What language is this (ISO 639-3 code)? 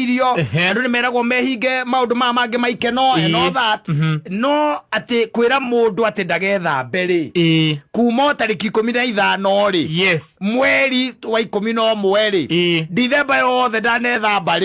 kik